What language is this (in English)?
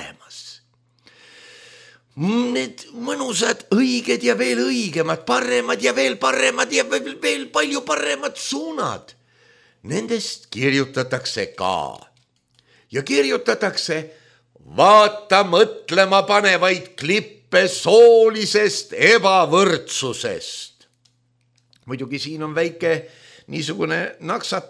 Estonian